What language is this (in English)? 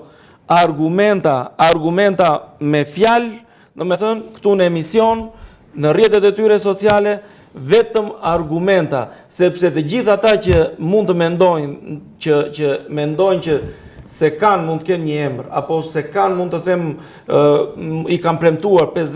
Albanian